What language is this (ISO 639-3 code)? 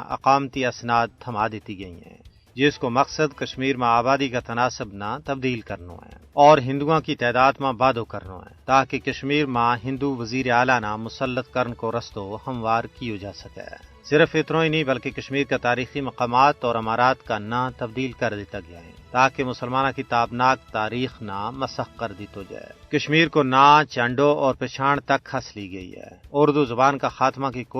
gju